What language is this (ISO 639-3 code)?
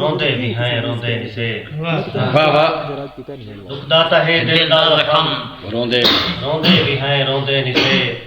skr